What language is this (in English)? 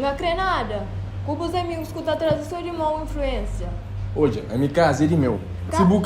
Kabuverdianu